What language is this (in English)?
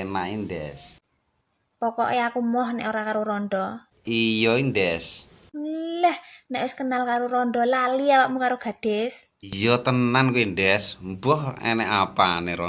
Javanese